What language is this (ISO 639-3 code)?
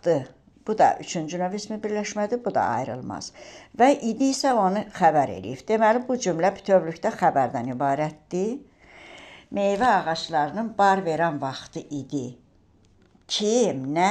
aze